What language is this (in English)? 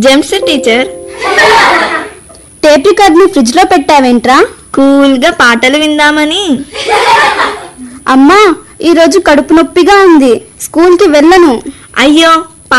Telugu